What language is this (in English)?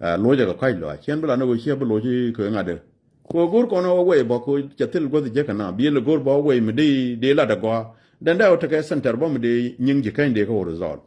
Nuer